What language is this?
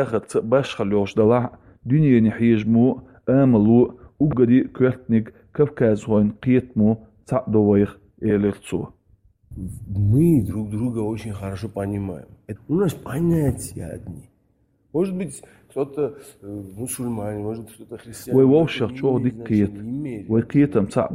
Chechen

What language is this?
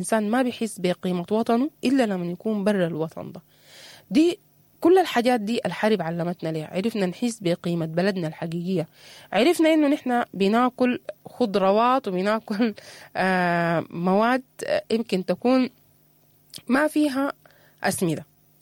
Sudanese Arabic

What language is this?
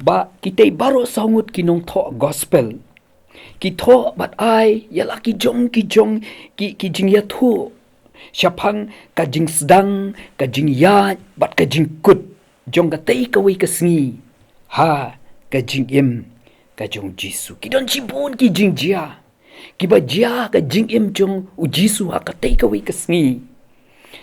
Khasi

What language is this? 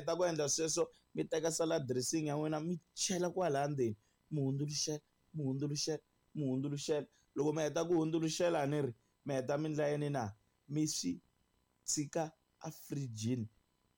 Tsonga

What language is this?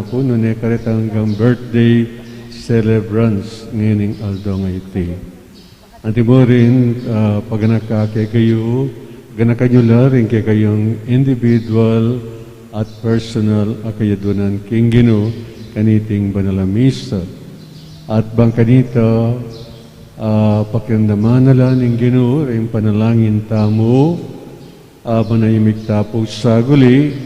Pampanga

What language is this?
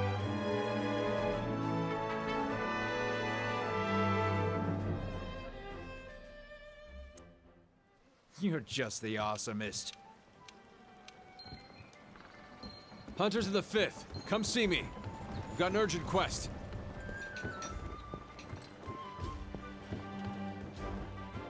English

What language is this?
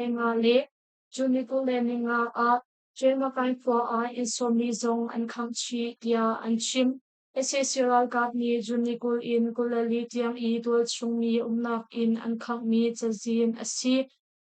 Hakha Chin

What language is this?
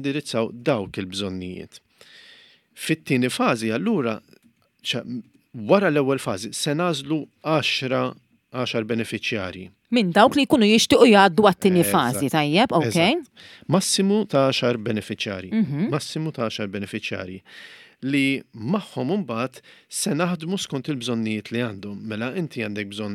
Maltese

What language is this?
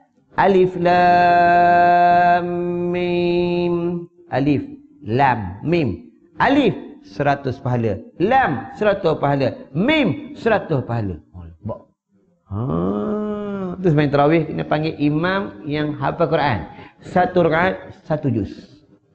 Malay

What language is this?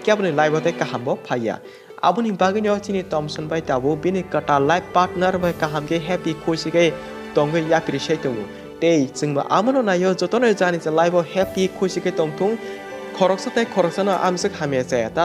Kok Borok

